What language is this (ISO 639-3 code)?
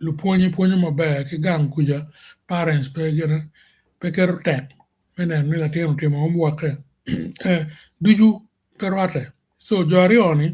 ach